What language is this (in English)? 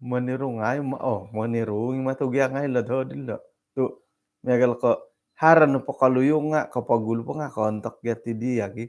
Central Dusun